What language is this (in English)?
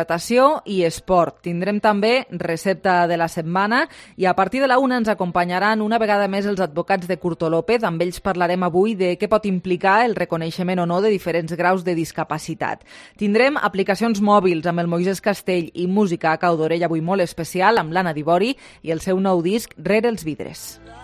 Catalan